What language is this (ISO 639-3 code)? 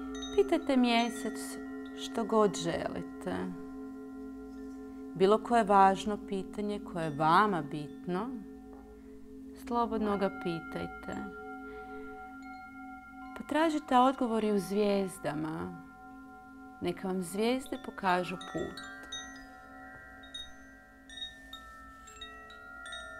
hrv